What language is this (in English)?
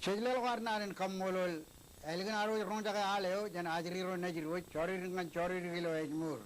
Marshallese